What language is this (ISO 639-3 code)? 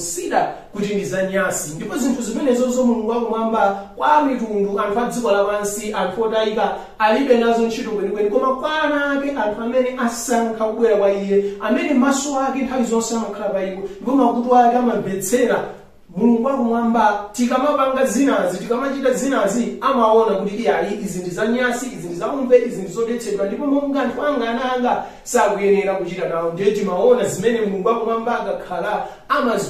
nya